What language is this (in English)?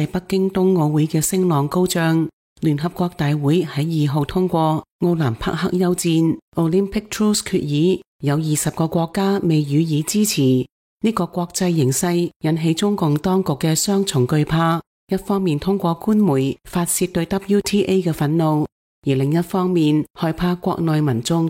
Cantonese